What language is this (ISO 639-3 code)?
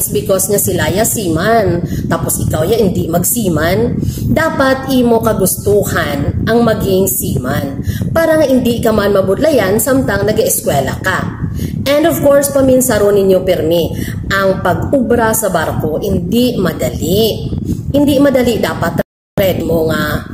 hil